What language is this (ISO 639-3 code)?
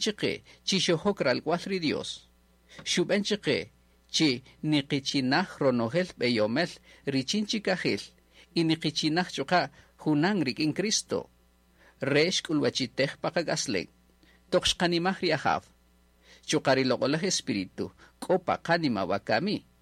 cak